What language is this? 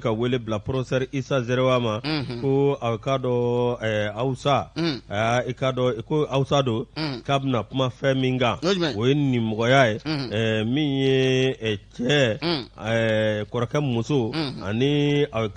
Bambara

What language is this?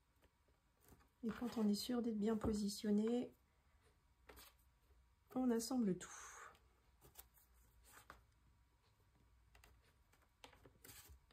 French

